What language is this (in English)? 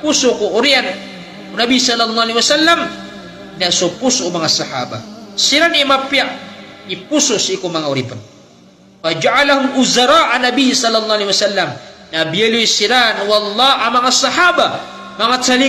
Maranao